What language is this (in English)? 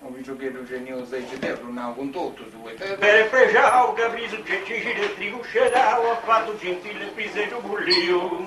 Sardinian